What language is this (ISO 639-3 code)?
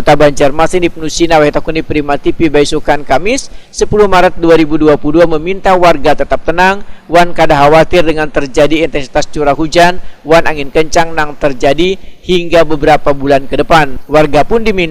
bjn